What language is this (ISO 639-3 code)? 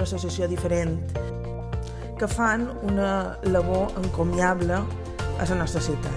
cat